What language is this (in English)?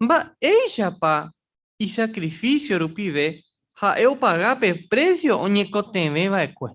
Guarani